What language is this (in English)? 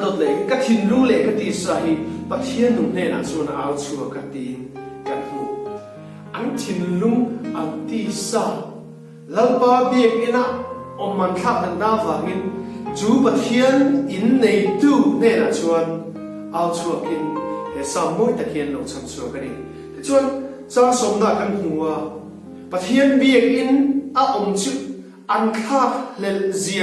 Hmar